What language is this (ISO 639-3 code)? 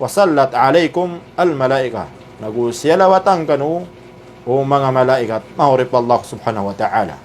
mrw